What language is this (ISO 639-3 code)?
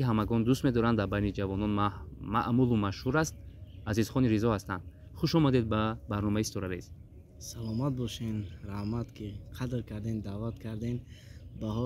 tgk